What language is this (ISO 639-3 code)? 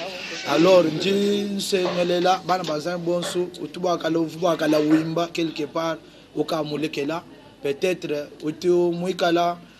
lua